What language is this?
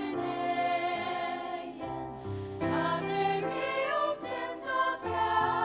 Faroese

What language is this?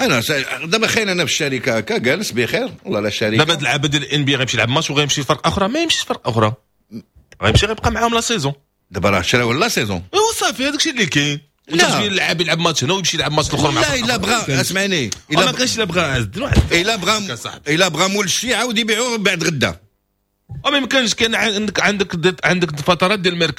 Moroccan Arabic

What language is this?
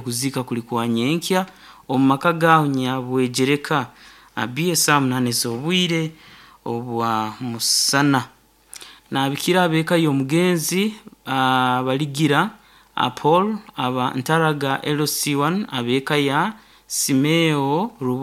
Nyankole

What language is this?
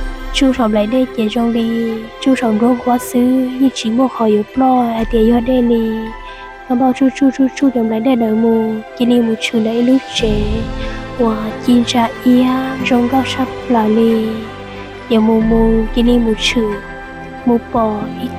Hmong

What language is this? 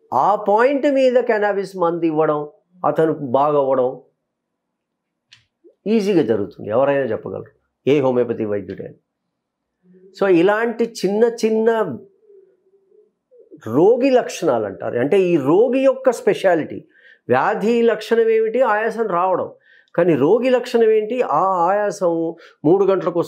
Telugu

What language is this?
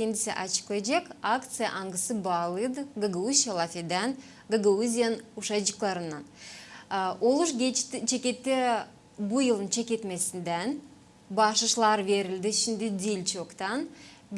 Gagauz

